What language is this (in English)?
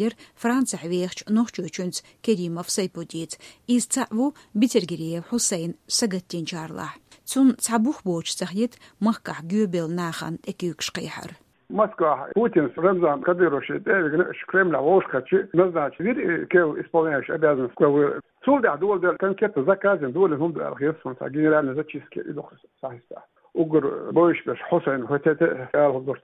Chechen